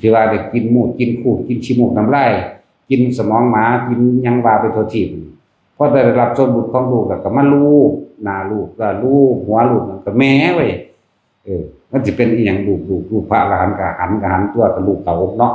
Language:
Northeastern Thai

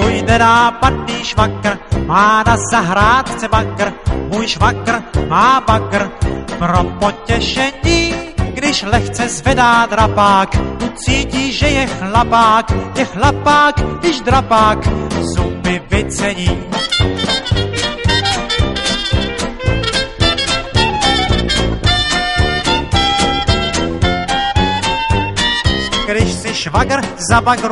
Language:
Czech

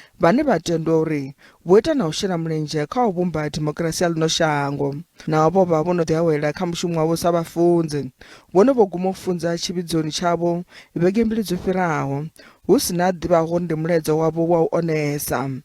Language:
Venda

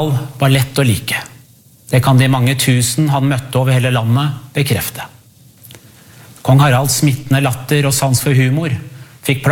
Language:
Norwegian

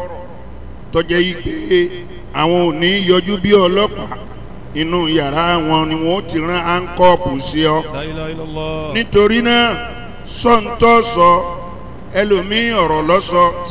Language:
Yoruba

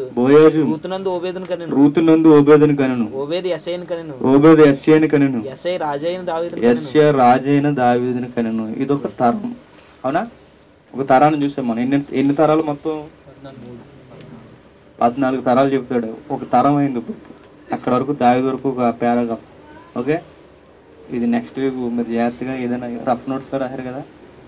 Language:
Telugu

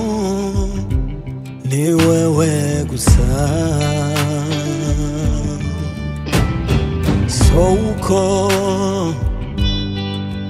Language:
Rundi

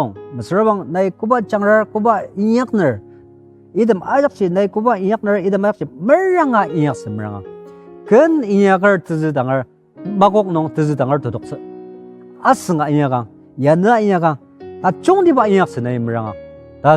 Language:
Ao Naga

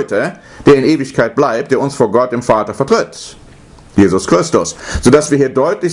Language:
German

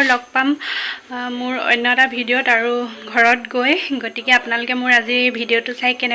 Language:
Assamese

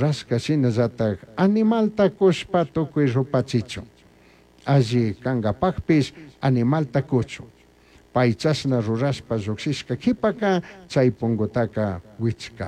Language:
Chimborazo Highland Quichua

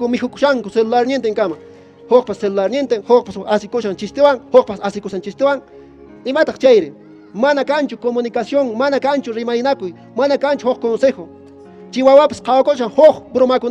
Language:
Quechua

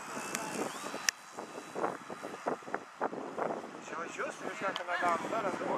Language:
Swedish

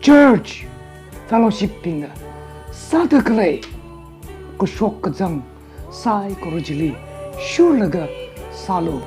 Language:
Tangkhul Naga (India)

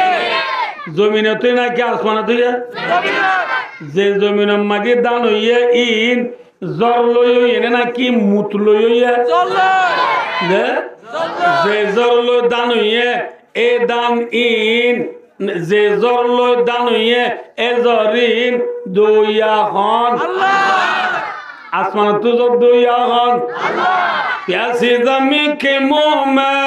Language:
Rohingya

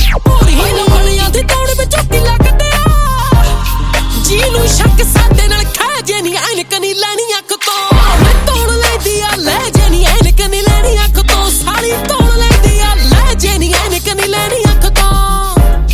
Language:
Punjabi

